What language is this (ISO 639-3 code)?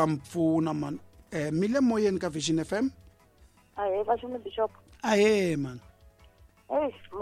tso